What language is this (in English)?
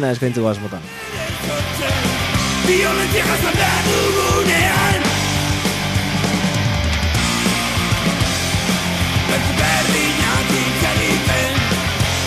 Basque